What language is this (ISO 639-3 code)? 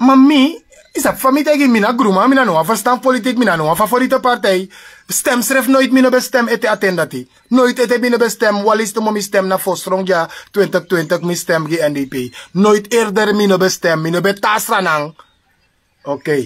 srn